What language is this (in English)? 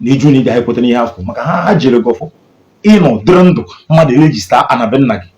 Igbo